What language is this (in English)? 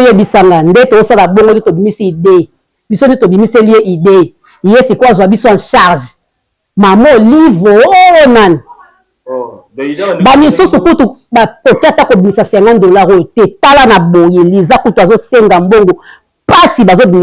Lingala